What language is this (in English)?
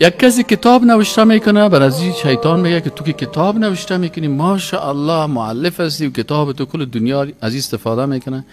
Persian